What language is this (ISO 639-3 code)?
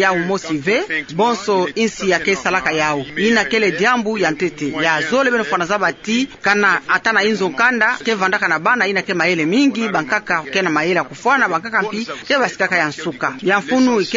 ktu